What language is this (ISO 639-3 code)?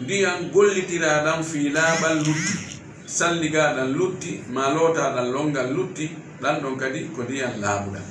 ful